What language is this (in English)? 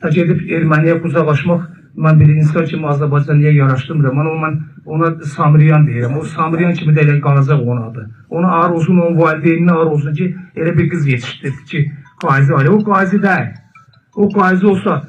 Azerbaijani